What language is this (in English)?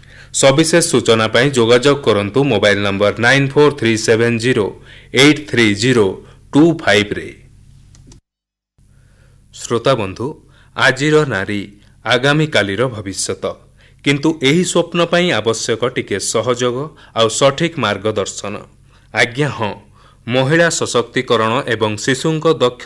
Odia